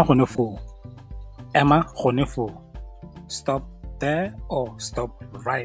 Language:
Tswana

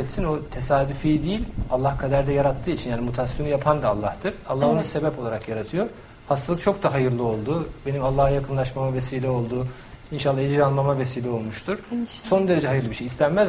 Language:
Turkish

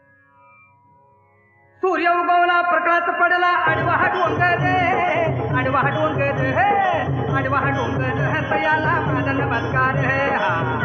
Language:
Marathi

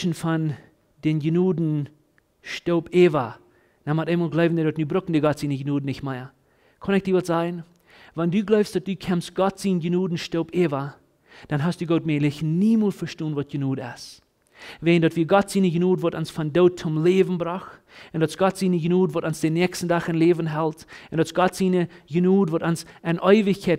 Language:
Plautdietsch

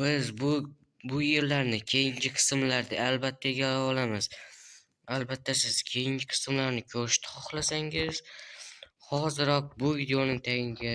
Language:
Uzbek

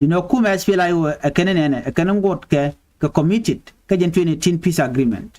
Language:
Nuer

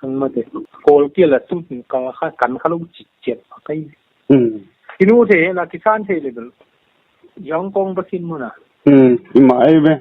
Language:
Tedim Chin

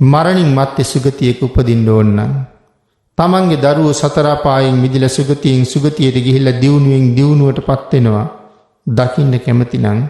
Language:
Sinhala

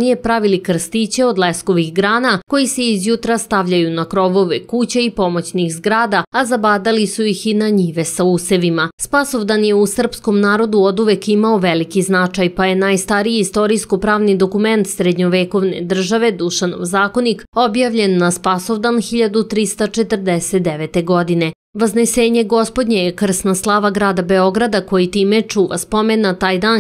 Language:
Serbian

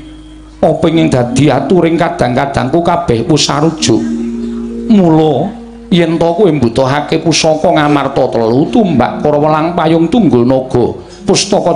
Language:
Javanese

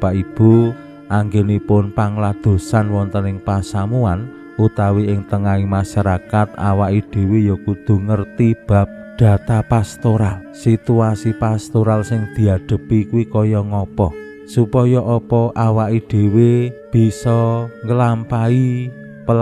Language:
Javanese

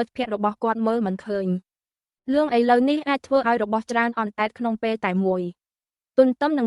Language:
Khmer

